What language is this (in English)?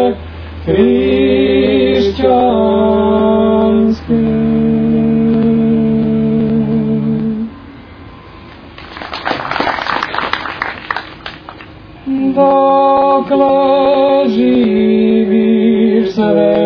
Serbian